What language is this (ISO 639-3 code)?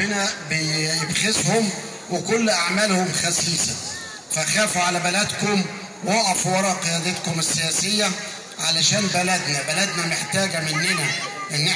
arz